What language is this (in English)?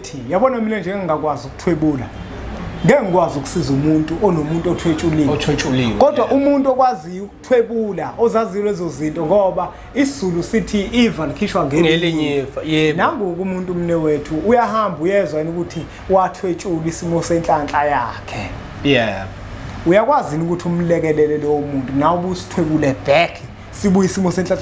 Zulu